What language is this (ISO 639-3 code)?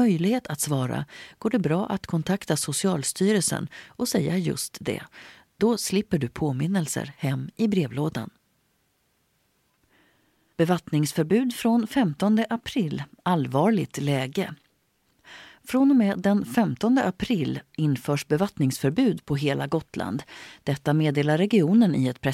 swe